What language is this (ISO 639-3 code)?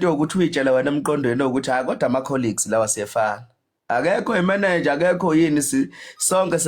zul